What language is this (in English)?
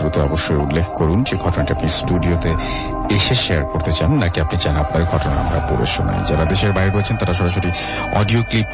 Bangla